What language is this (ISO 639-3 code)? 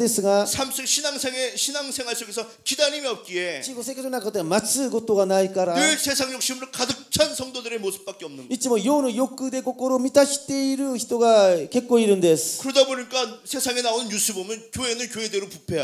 kor